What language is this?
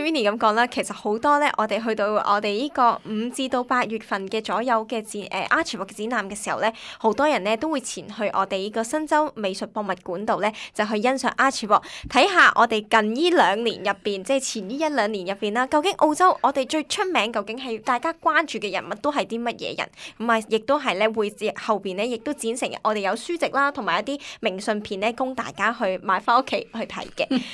Cantonese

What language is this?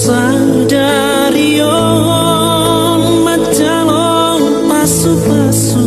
Batak Toba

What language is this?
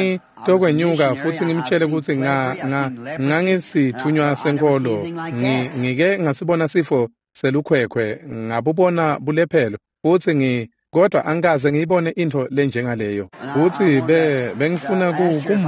Swati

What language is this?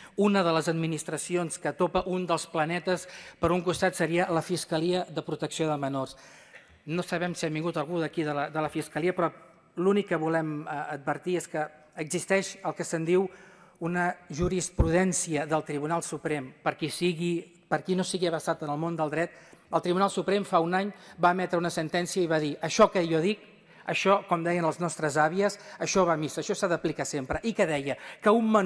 Catalan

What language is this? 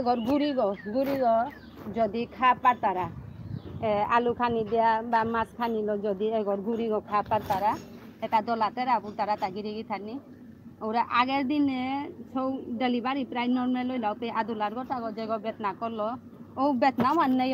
Bishnupriya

